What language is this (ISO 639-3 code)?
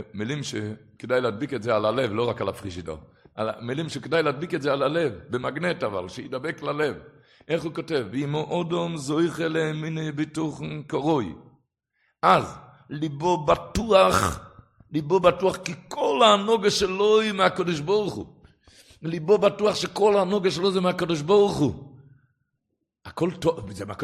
heb